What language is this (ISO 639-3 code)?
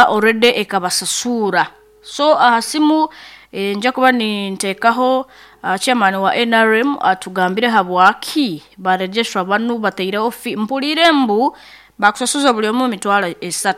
nyo